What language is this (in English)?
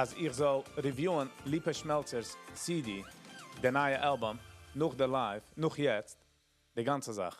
Yiddish